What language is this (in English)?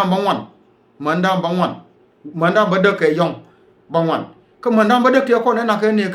Nuer